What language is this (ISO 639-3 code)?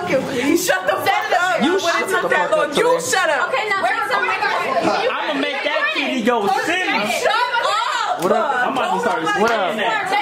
eng